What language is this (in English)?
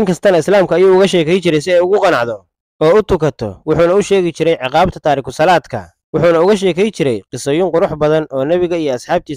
Somali